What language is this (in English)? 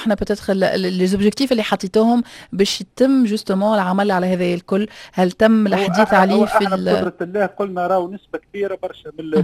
Tunisian Arabic